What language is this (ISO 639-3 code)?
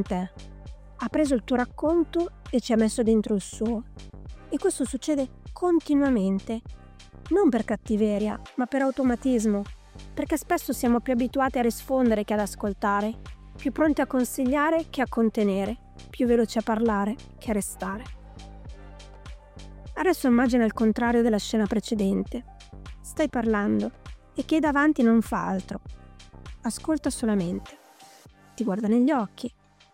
ita